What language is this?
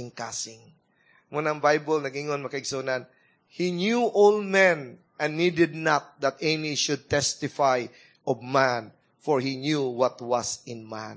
Cebuano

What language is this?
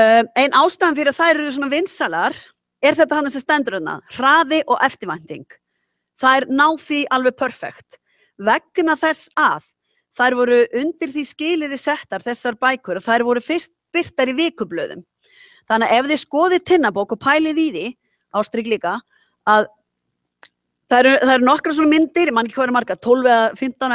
Icelandic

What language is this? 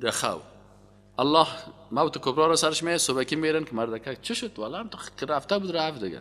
Persian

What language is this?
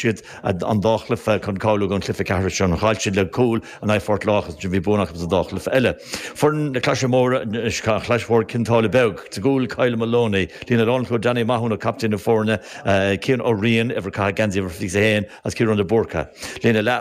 Irish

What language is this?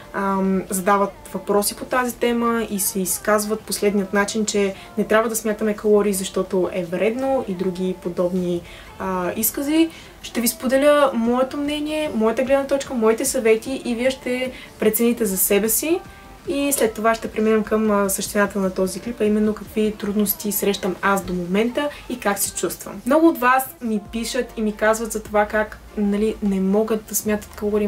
Bulgarian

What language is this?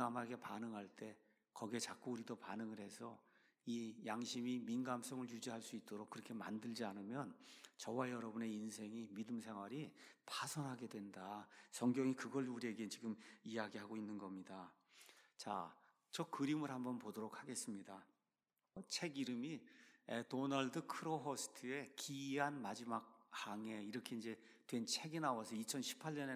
Korean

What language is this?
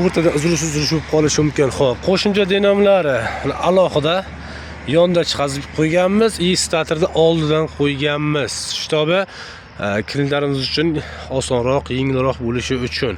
Uzbek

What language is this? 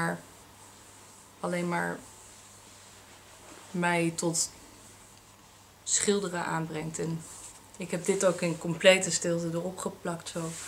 Dutch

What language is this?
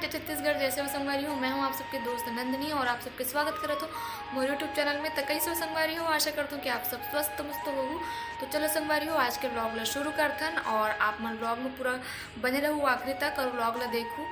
Chhattisgarhi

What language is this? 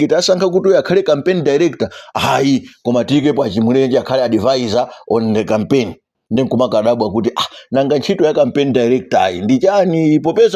Nyanja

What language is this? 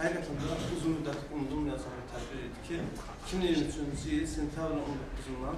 Azerbaijani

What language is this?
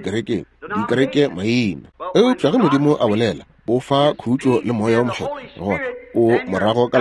Northern Sotho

